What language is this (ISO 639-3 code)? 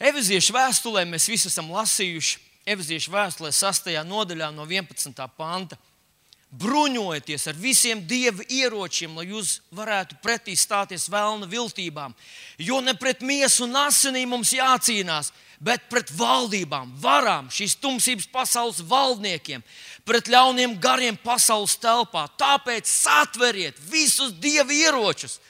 lav